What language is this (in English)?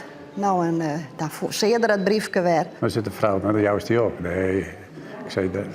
Western Frisian